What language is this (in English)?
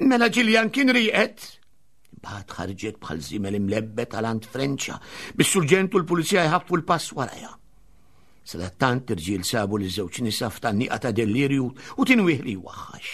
Maltese